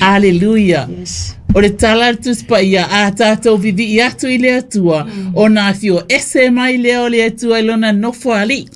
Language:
Samoan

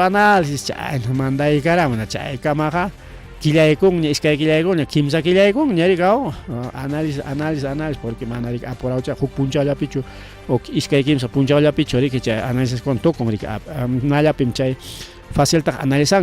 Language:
Ayacucho Quechua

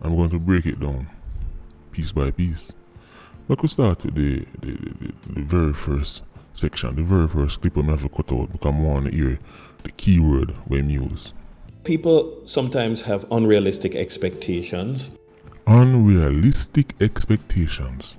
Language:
Jamaican Creole English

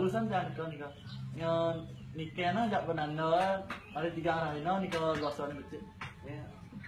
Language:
Balinese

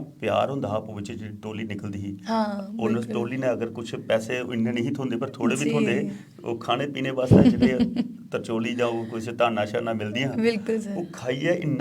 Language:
Dogri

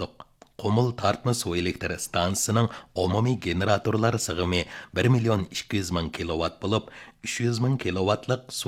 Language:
Uyghur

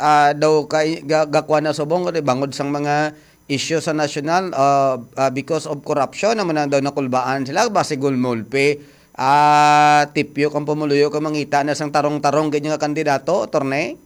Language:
Hiligaynon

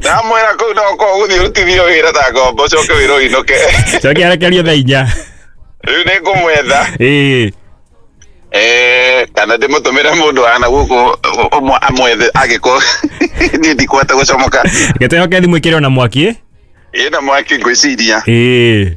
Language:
Kikuyu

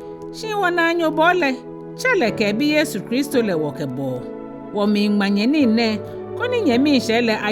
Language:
Ga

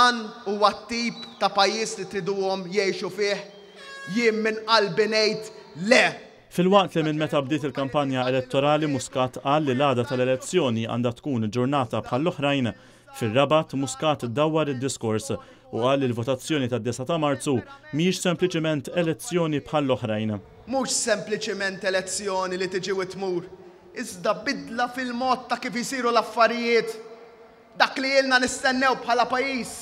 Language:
Maltese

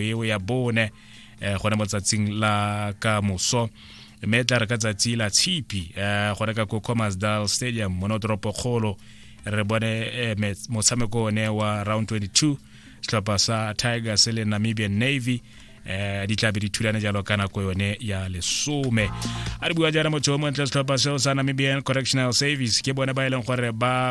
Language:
Tswana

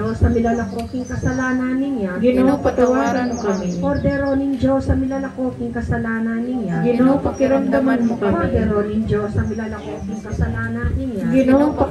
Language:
Pampanga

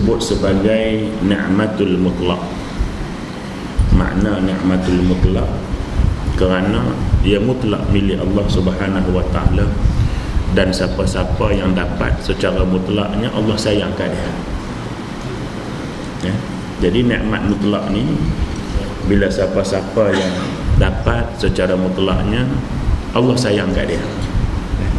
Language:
Malay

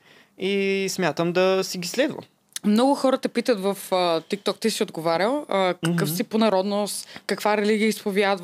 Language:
Bulgarian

